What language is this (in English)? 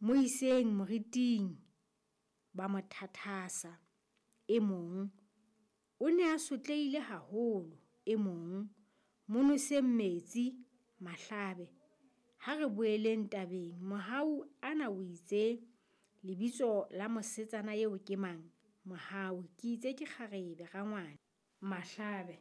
Southern Sotho